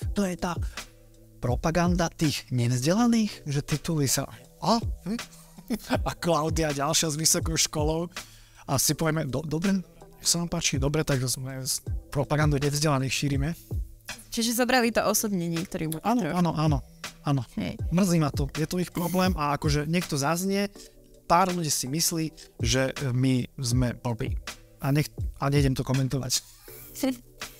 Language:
Slovak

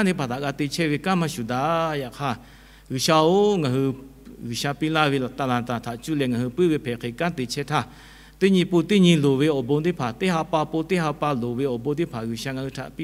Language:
Lahu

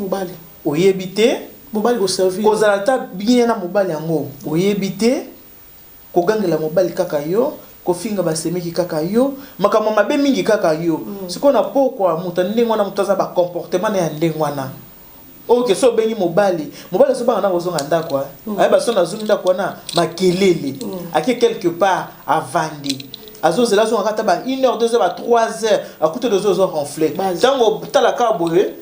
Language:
Lingala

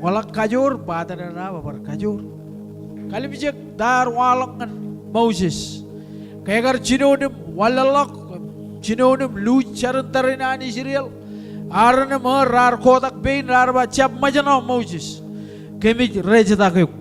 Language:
Marshallese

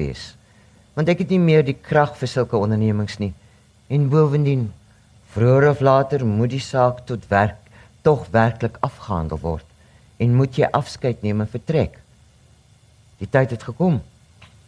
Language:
Afrikaans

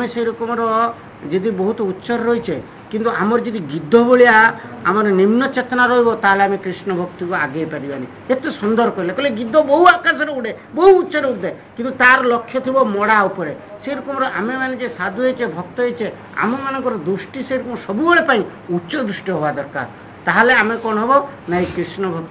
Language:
Odia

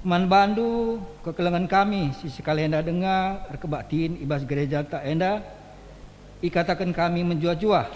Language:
Batak Karo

